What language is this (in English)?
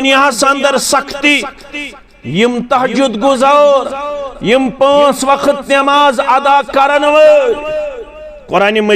Kashmiri